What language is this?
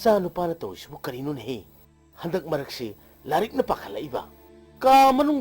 Manipuri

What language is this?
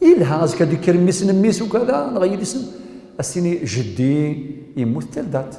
Kabyle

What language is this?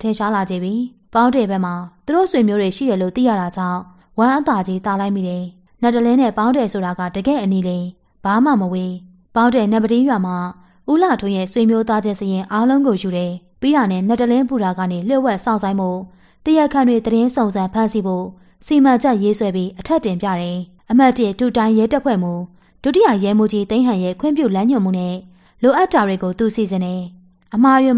Burmese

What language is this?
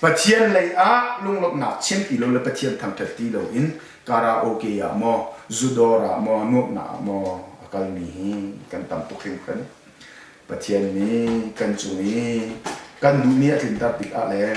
Hakha Chin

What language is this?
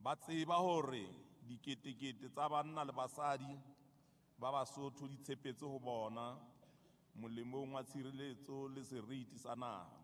Southern Sotho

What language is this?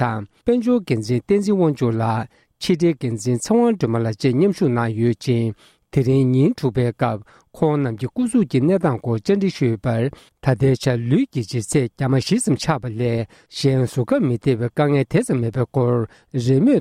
Tibetan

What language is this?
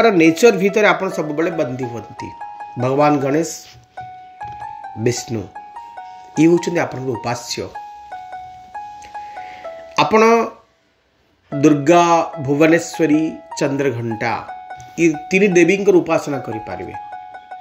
Odia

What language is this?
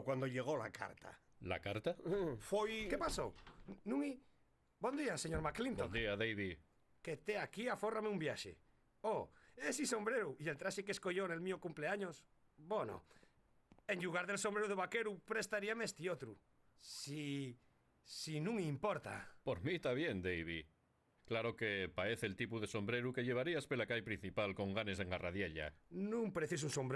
Asturian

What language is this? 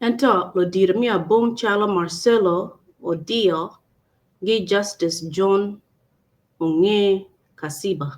Acoli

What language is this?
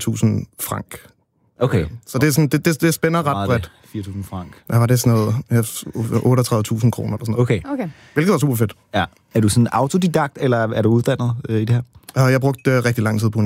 Danish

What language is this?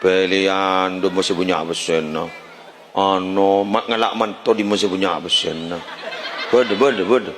Madurese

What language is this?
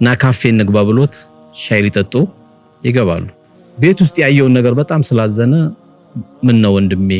Amharic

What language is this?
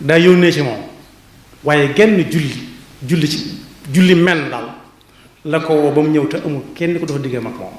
Wolof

